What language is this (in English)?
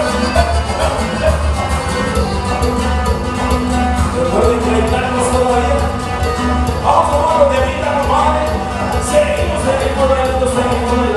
Spanish